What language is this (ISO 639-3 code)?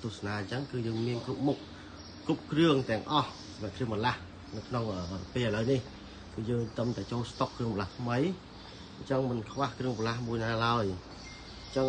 khm